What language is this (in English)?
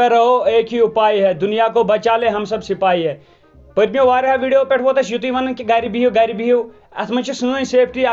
Kashmiri